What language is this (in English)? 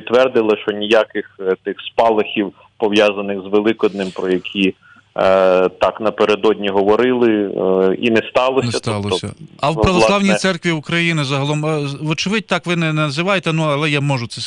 Ukrainian